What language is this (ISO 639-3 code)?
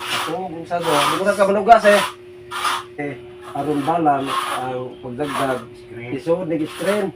ceb